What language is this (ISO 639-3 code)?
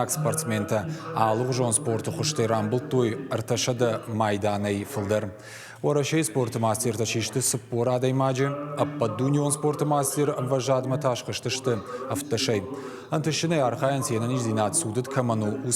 oss